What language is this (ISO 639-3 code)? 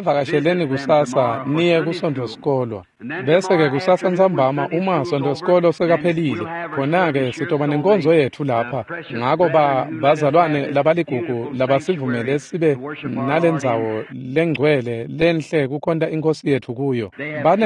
ssw